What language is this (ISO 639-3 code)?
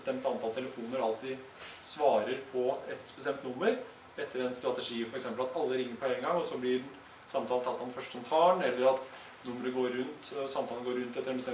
nor